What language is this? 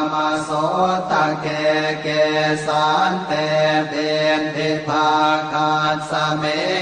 Pali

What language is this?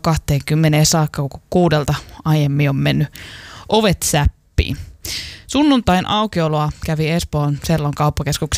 Finnish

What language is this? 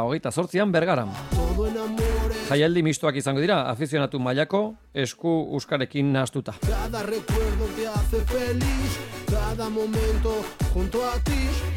Basque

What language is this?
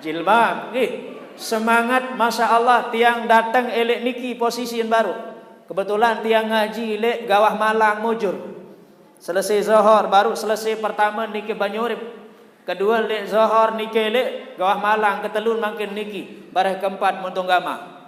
Sasak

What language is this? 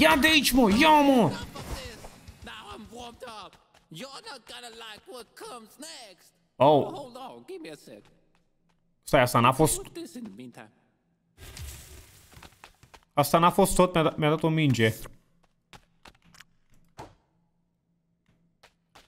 Romanian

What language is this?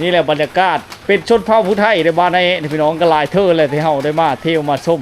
Lao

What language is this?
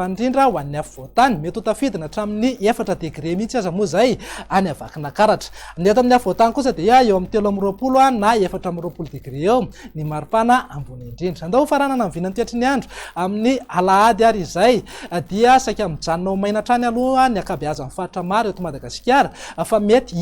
Malagasy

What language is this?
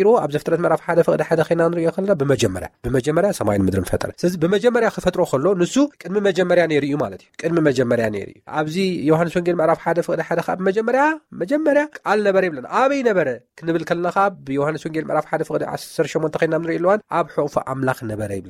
Tigrinya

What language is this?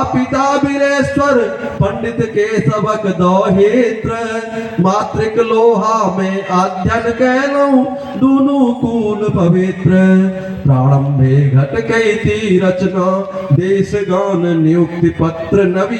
Maithili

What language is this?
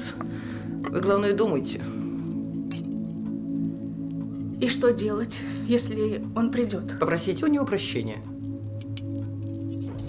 Russian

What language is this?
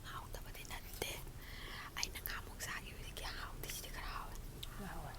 Manipuri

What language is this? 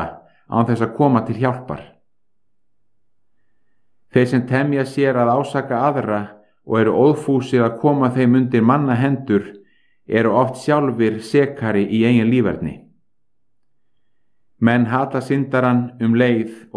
Icelandic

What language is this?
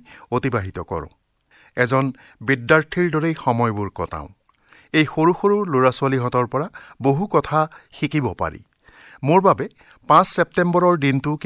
Assamese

